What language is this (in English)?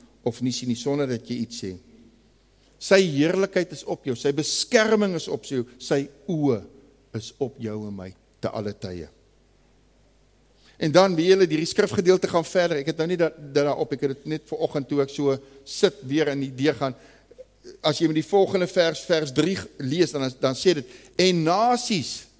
Afrikaans